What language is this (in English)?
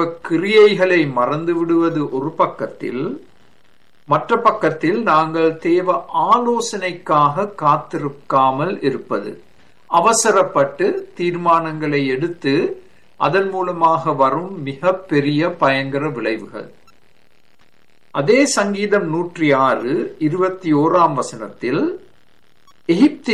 Tamil